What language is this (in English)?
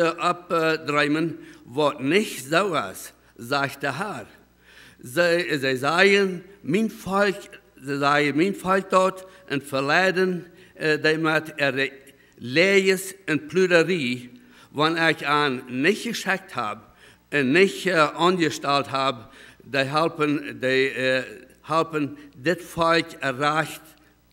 Plautdietsch